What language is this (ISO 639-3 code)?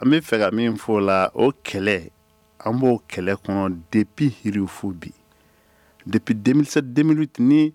bam